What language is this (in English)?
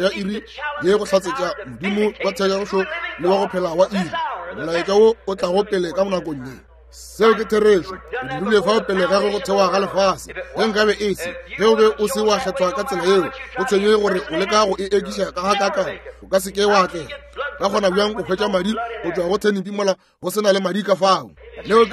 Northern Sotho